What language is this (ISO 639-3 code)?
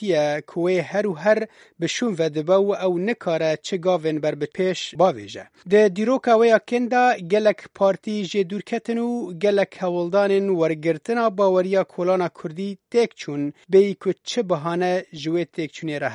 kur